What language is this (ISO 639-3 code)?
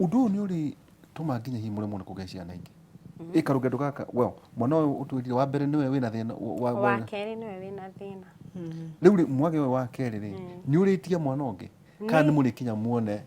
kik